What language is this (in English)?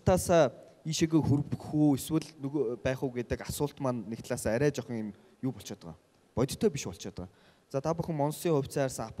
Mongolian